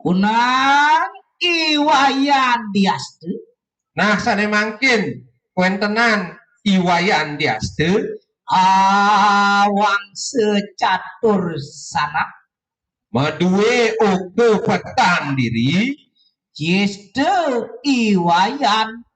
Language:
Balinese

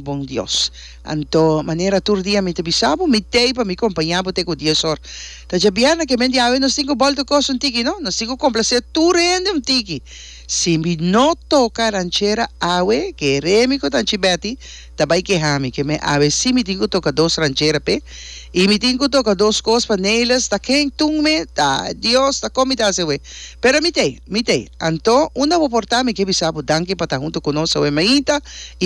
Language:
Papiamento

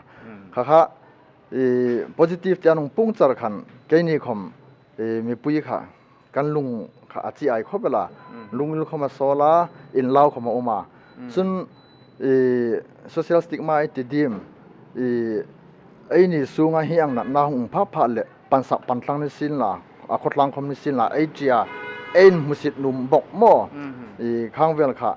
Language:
Hmar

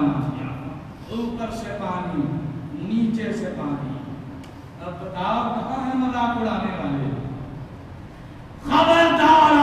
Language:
Urdu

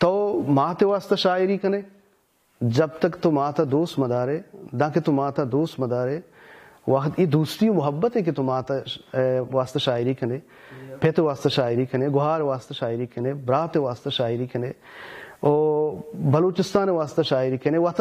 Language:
Baluchi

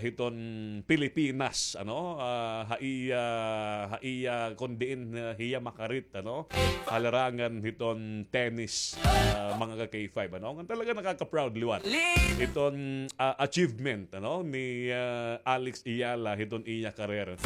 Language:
Waray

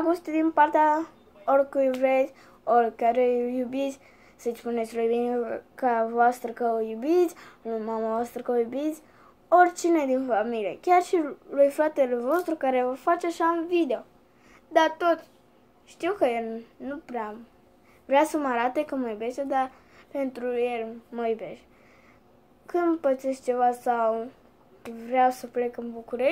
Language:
Romanian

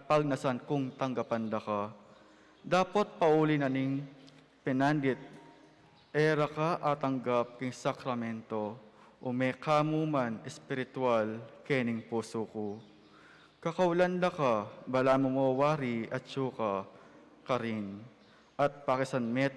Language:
Pampanga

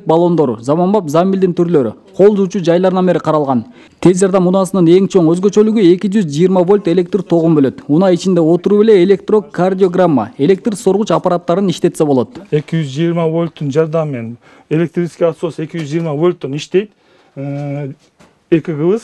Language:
Kyrgyz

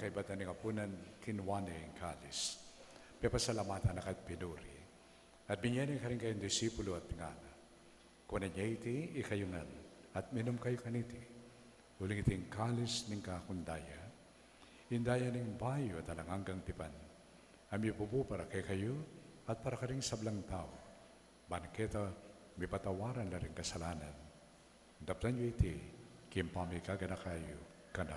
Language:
Pampanga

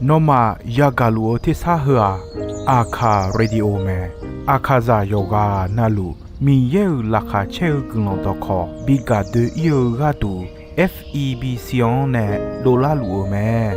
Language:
Akha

